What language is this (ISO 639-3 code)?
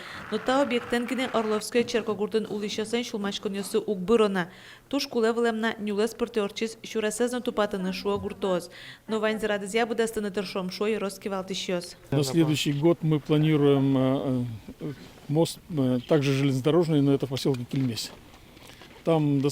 udm